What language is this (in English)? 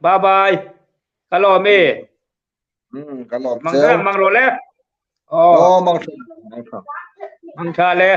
Hmar